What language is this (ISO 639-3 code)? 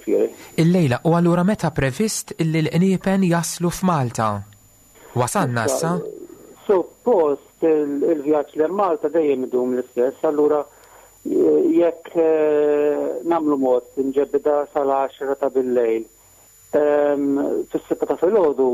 mlt